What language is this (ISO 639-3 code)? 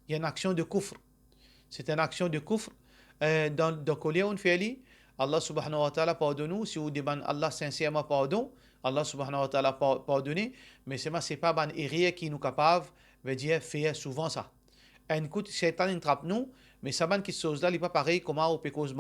mfe